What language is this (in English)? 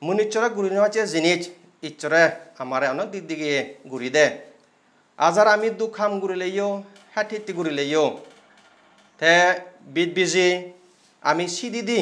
Chakma